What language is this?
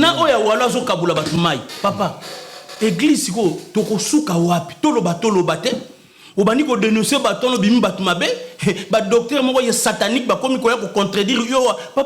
Lingala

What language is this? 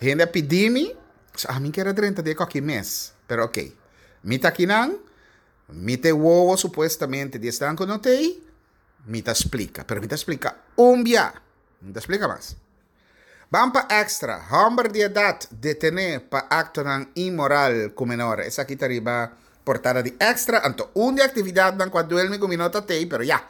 Papiamento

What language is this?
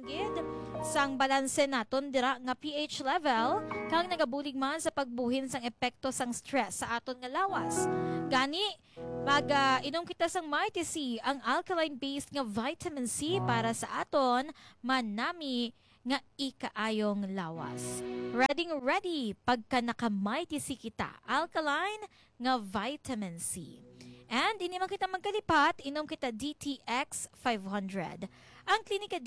Hiligaynon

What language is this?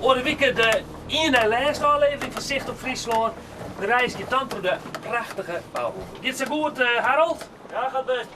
Western Frisian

